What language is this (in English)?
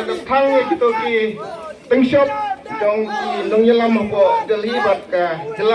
Khasi